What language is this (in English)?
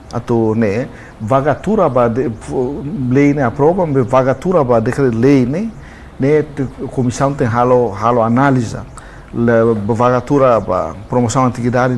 Tetum